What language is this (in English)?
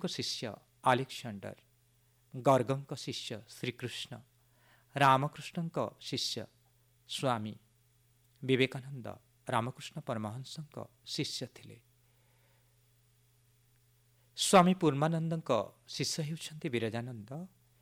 Odia